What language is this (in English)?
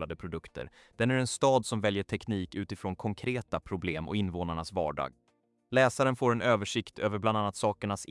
Swedish